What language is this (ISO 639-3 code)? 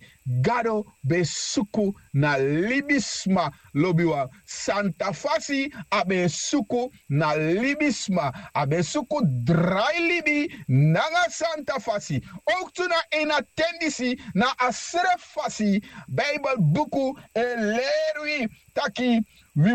srn